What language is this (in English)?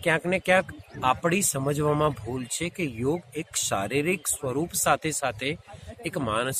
Gujarati